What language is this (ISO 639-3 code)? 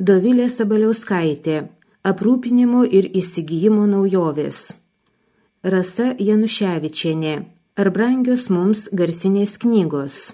lit